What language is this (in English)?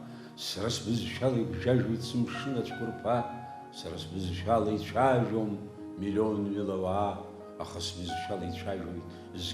Abkhazian